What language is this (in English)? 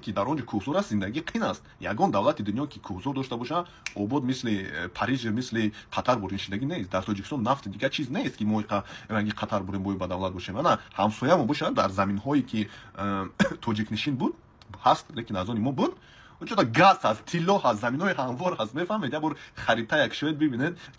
Tajik